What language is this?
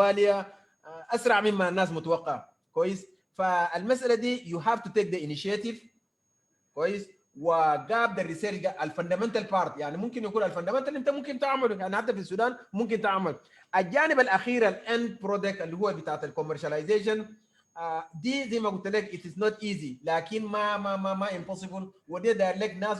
Sudanese Arabic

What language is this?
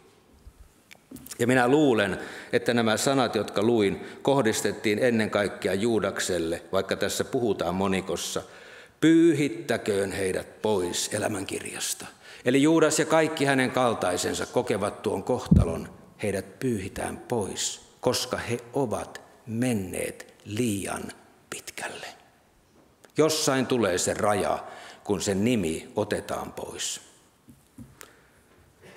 Finnish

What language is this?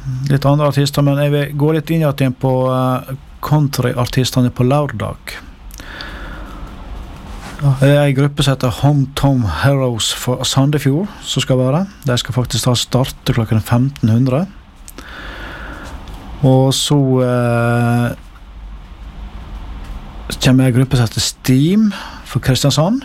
Norwegian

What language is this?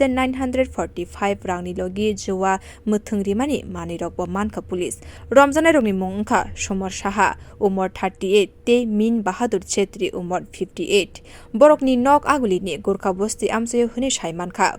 Kok Borok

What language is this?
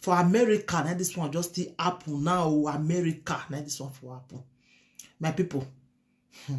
Nigerian Pidgin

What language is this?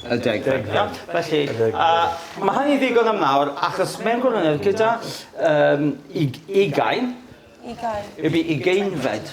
Welsh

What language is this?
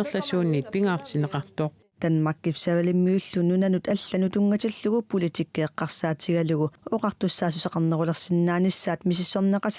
Kalaallisut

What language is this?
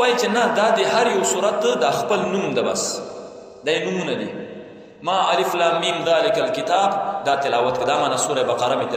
Pashto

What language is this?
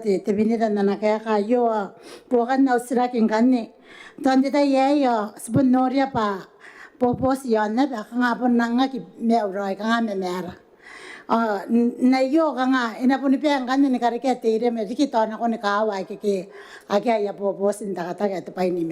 Gilbertese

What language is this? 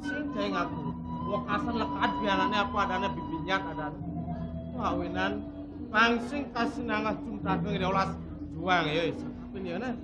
Balinese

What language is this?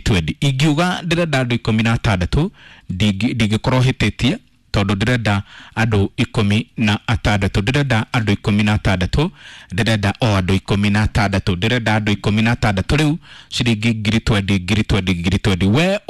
Kikuyu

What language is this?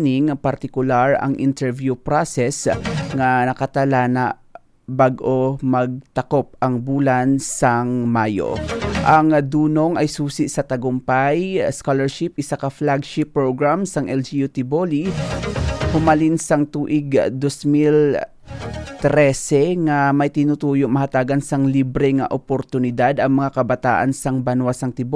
Hiligaynon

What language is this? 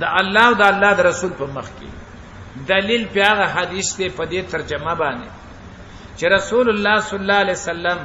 Pashto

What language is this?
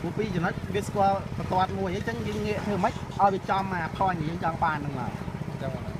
Khmer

